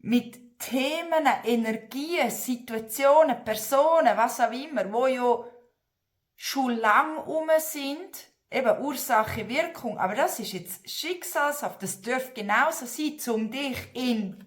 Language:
Swiss German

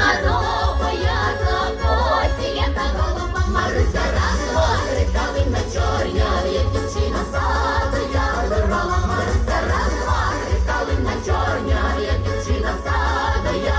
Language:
Ukrainian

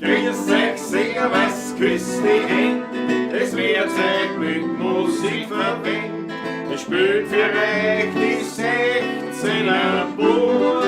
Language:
Bavarian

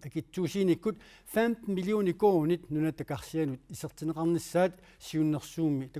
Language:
Kalaallisut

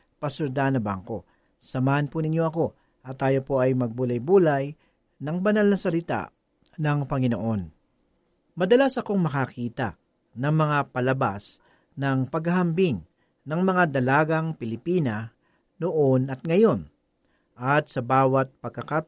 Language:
Filipino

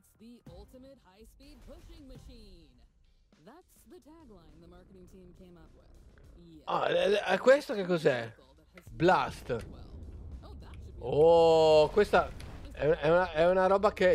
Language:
Italian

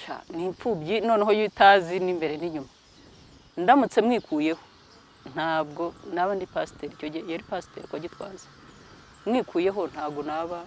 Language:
Kinyarwanda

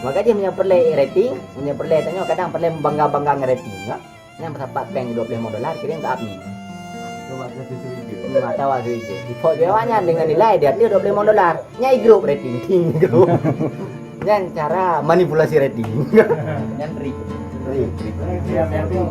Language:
Achinese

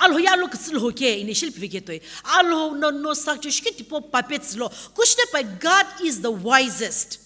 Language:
Sumi Naga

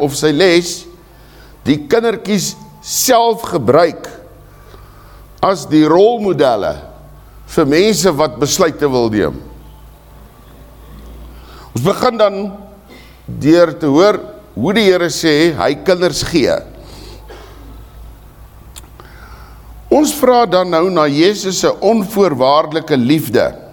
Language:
Afrikaans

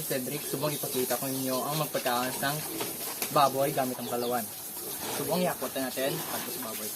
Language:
Hiligaynon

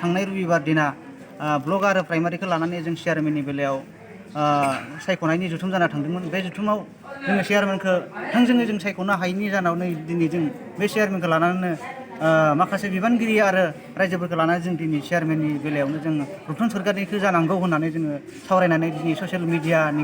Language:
Bodo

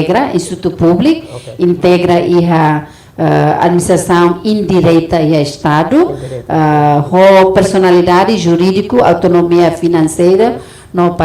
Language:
Tetum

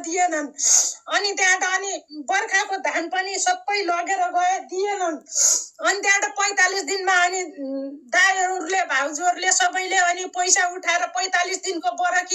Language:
Nepali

